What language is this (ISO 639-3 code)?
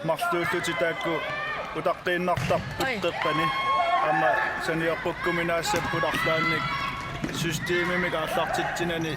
kal